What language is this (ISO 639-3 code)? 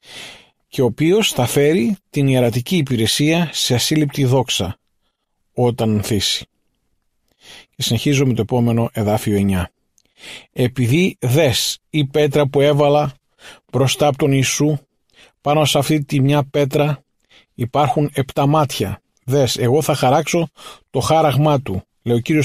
ell